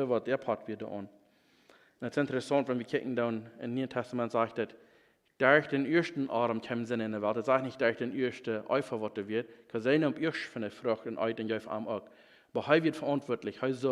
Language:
Plautdietsch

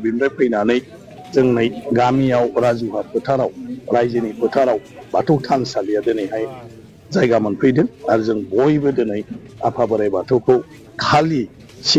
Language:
Bodo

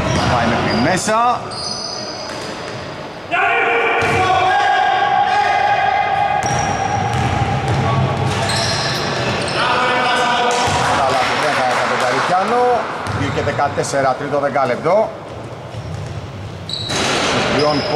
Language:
Greek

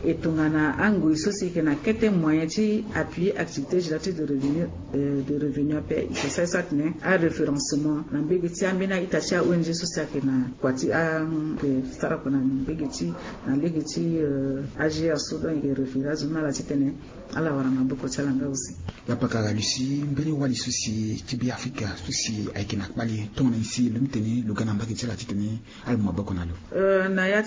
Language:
Sango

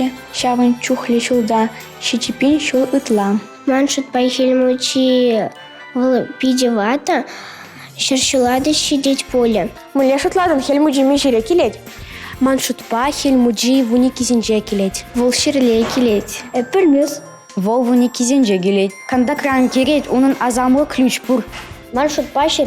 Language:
Chuvash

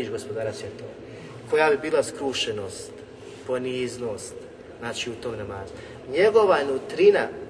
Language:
Bosnian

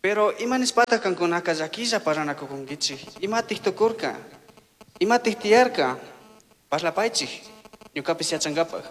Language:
Chimborazo Highland Quichua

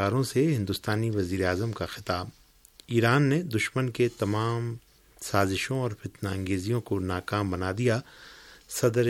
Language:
Urdu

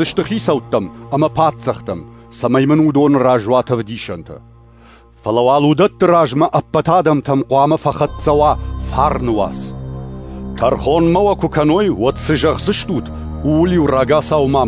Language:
Ossetic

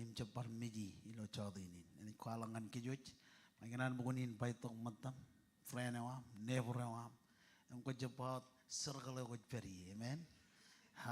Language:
Marshallese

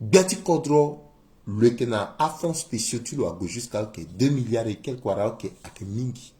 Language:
Sango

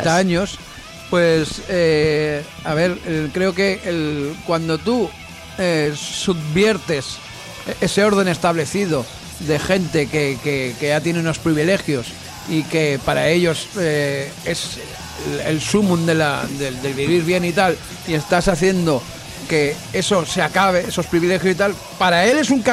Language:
Spanish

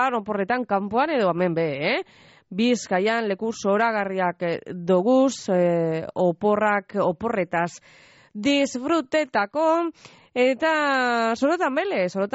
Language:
Basque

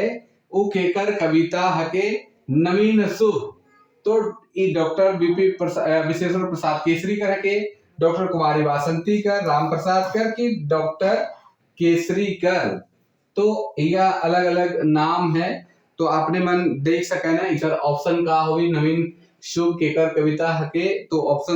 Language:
Sadri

